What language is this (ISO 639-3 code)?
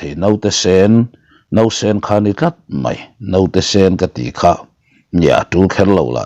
lus